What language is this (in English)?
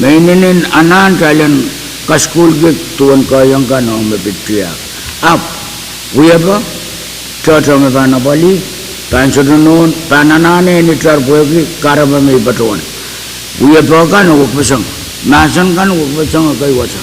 Pohnpeian